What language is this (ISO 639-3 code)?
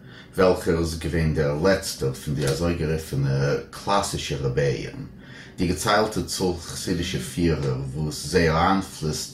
yid